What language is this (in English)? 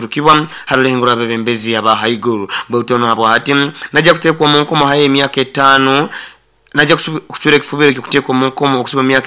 Nyoro